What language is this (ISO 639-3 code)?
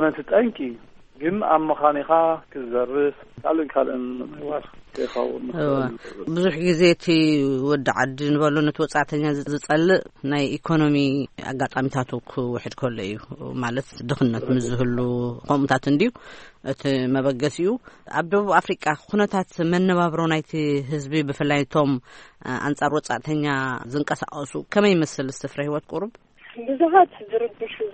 tir